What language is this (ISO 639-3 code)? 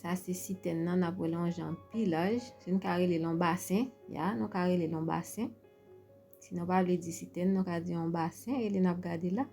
hat